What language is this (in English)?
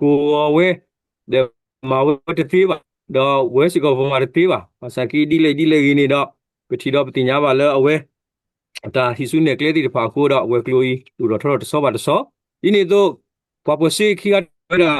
S'gaw Karen